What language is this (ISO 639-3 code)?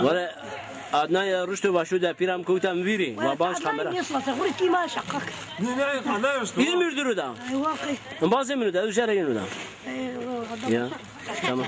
zza